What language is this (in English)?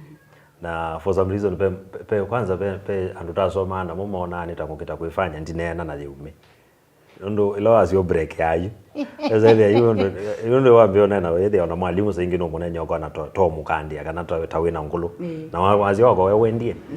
Kamba